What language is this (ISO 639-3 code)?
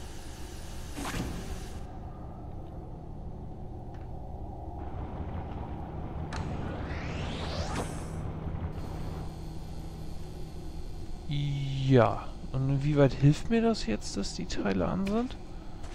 deu